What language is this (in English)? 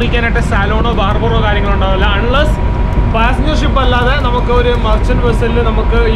Malayalam